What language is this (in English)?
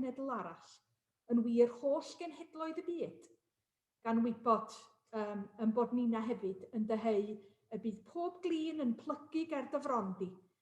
Welsh